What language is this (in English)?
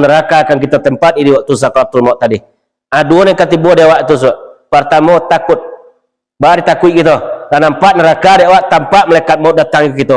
Minangkabau